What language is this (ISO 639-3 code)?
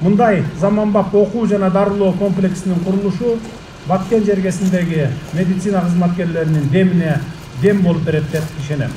kir